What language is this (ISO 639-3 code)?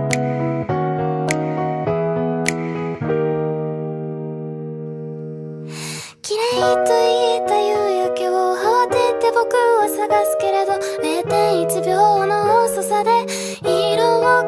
jpn